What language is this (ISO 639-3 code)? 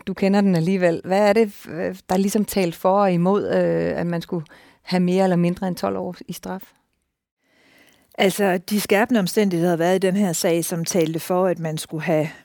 dan